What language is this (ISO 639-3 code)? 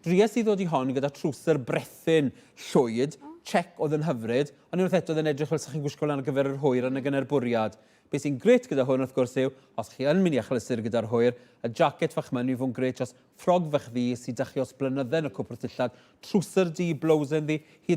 cym